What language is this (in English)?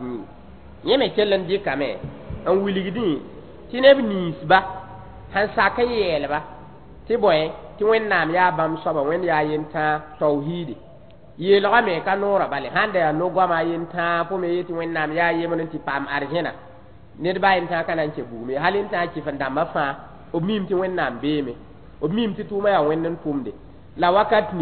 Mossi